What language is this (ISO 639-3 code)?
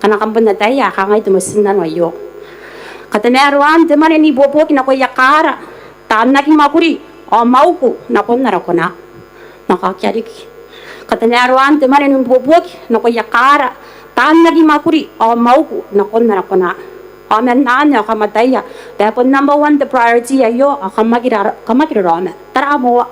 gil